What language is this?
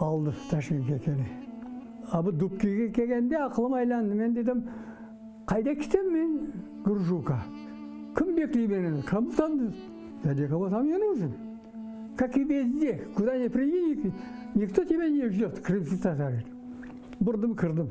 Crimean Tatar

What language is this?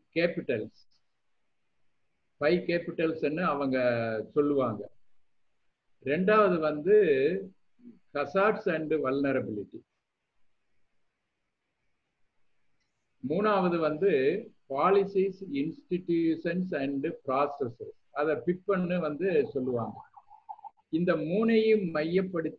Tamil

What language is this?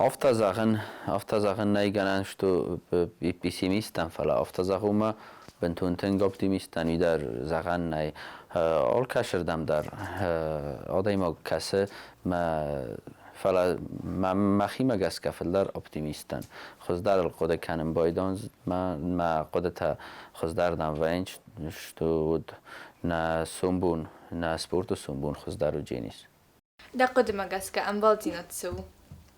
Ossetic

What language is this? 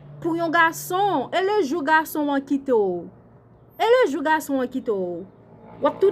Haitian Creole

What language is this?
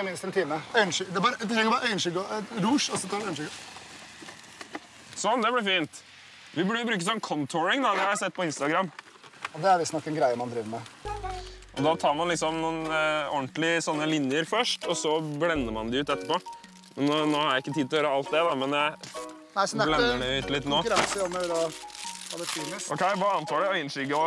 Norwegian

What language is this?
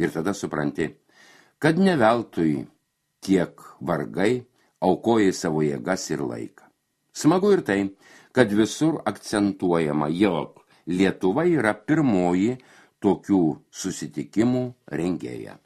Lithuanian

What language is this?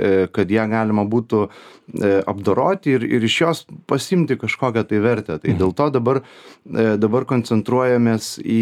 Lithuanian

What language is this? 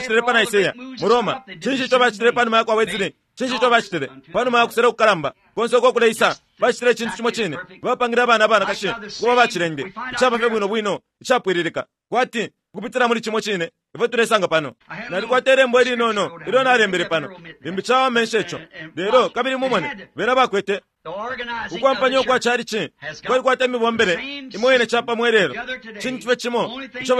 Bemba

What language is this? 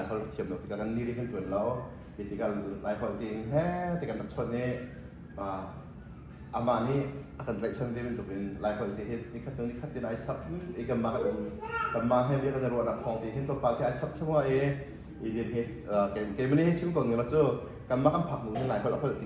Hakha Chin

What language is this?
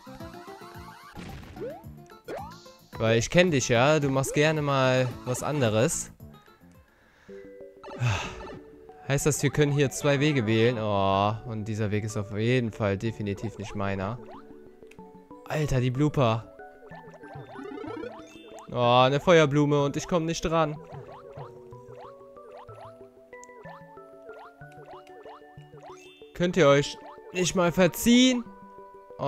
German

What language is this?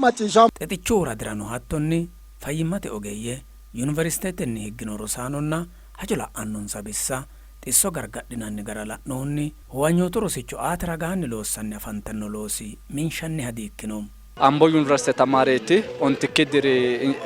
Sidamo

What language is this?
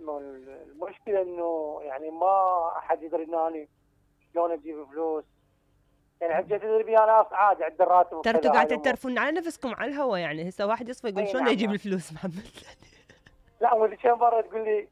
Mesopotamian Arabic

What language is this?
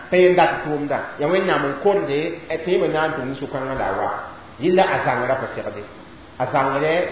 Mossi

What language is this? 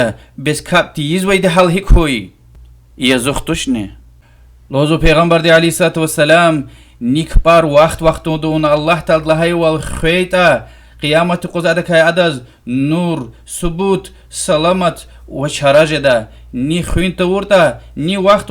Lezghian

